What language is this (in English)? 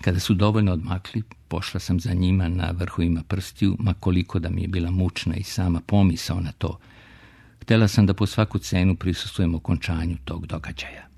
Serbian